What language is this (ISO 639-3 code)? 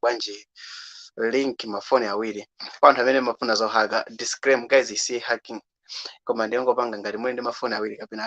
nya